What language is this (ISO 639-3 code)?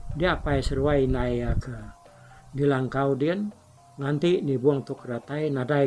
iba